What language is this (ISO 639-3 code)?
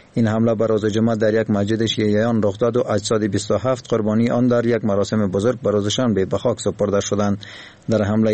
fas